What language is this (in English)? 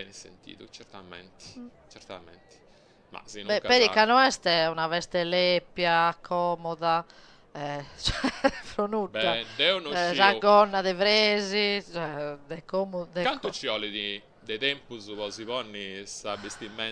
Sardinian